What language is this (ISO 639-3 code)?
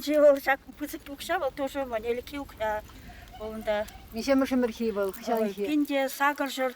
chv